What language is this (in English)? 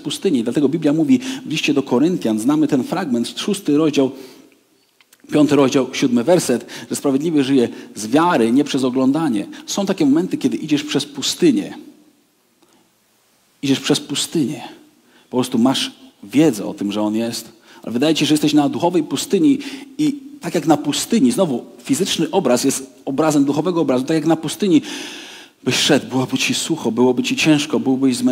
Polish